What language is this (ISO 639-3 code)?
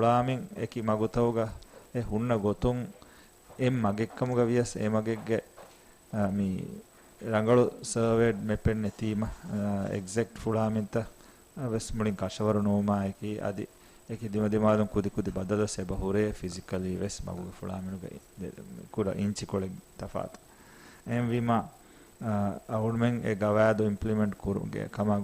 div